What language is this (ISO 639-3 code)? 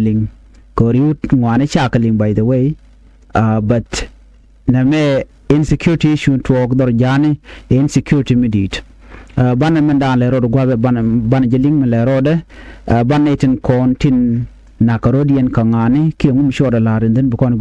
nus